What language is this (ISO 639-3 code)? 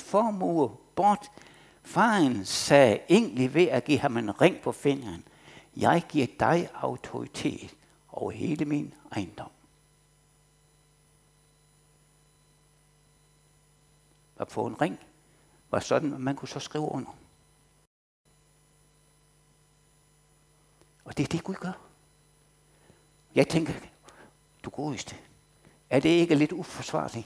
dan